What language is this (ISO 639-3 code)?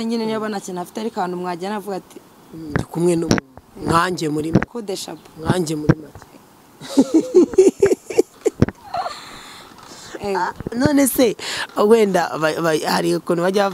kin